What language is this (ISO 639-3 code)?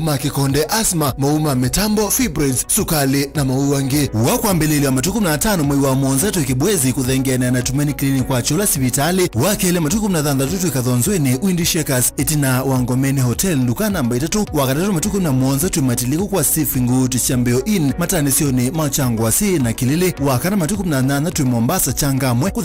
kam